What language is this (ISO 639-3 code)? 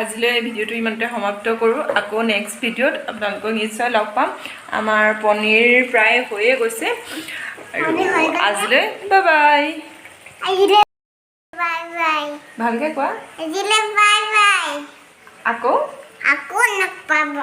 asm